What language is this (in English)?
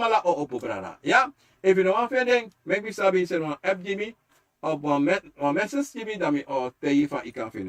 Sranan Tongo